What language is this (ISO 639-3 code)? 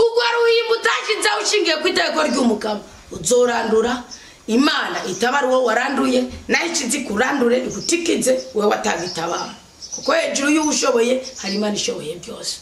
run